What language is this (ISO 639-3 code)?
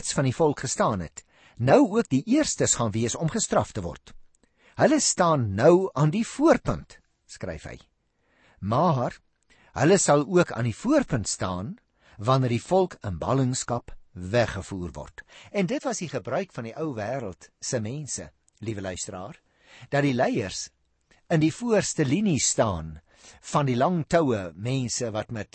afr